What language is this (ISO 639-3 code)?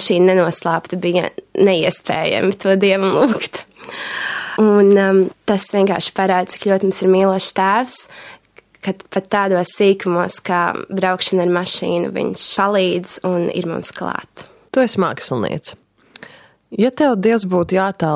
lav